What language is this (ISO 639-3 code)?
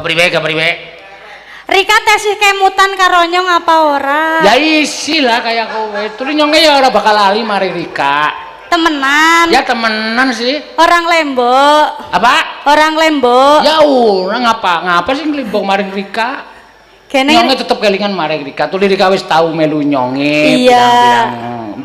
jav